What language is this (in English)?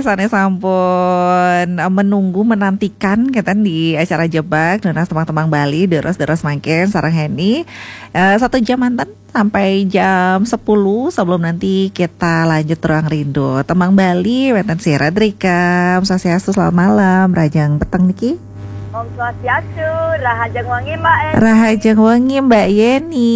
Balinese